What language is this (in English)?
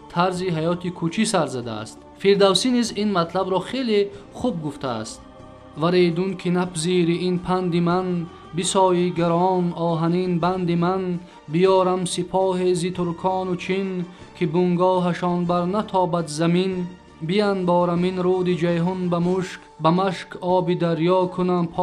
Tajik